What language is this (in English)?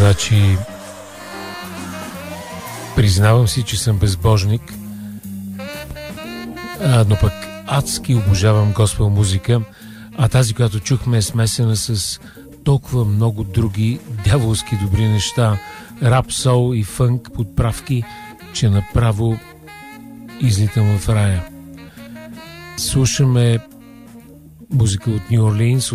Bulgarian